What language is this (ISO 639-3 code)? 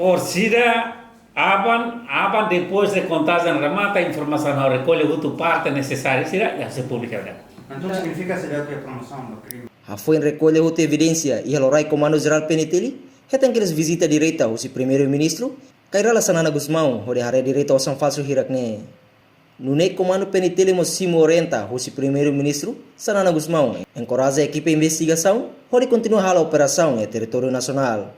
tet